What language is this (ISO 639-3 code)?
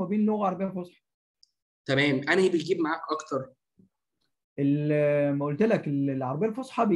arz